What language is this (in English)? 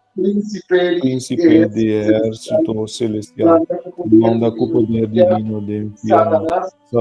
Papiamento